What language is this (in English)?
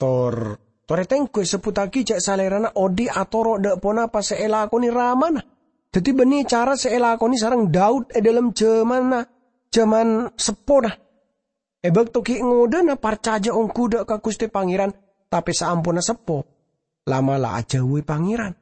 Madurese